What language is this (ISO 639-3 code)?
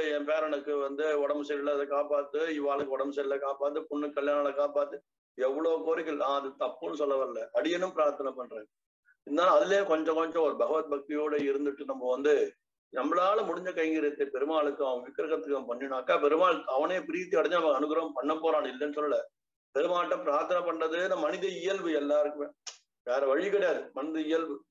tam